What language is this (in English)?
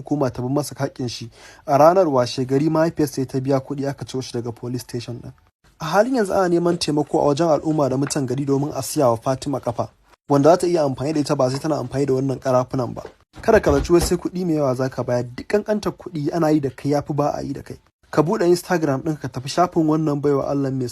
Hausa